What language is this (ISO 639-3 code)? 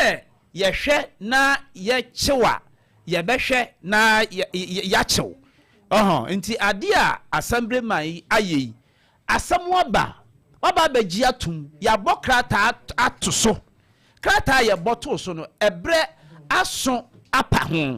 aka